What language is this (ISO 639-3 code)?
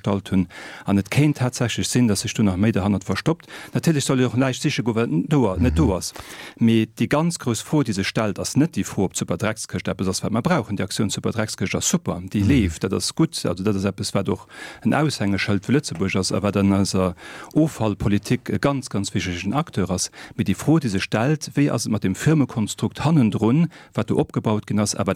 ltz